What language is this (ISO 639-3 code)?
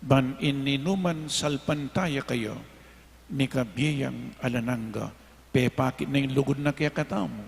pam